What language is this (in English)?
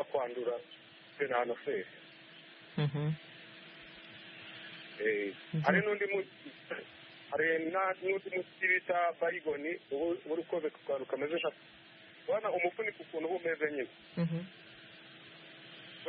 Kinyarwanda